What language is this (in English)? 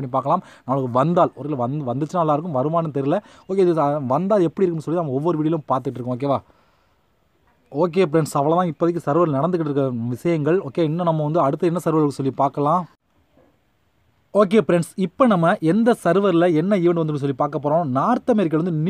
Tamil